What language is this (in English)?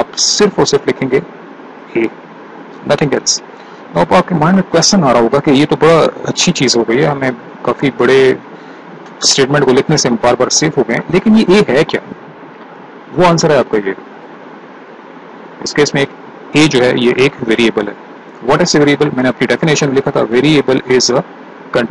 Hindi